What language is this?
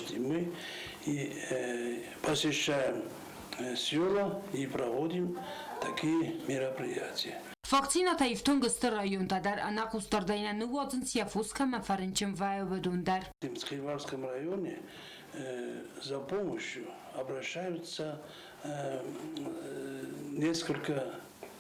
Ossetic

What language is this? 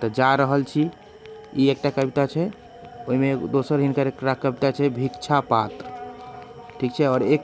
Maithili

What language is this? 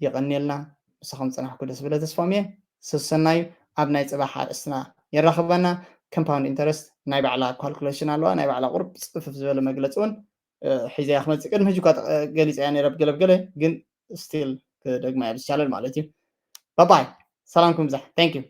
Tigrinya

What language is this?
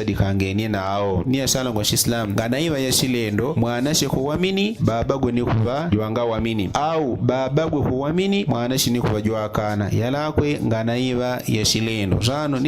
Yao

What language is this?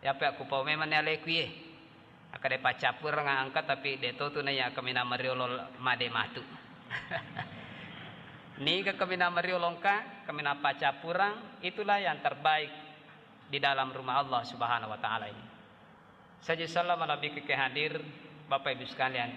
Buginese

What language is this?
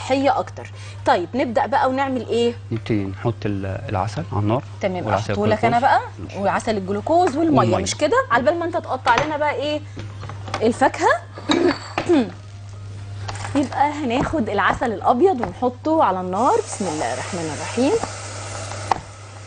Egyptian Arabic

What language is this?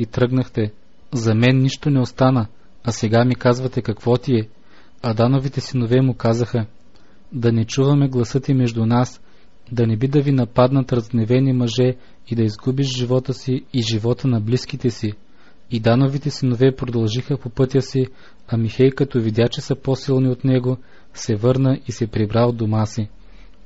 Bulgarian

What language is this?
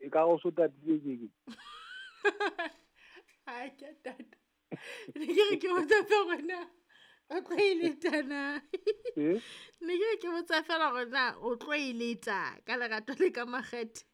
Southern Sotho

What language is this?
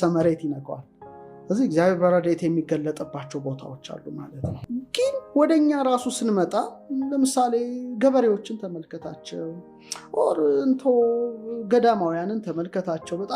Amharic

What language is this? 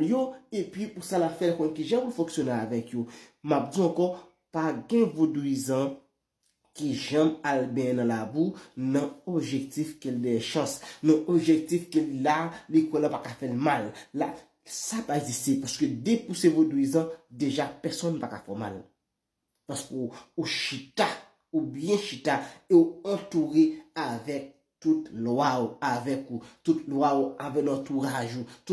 Haitian Creole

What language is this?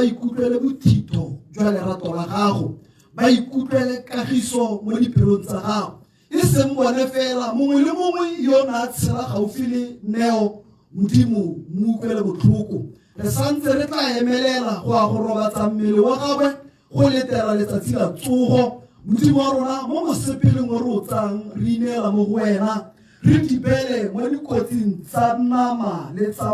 Tswana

